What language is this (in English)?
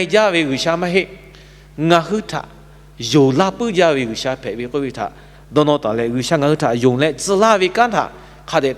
Lahu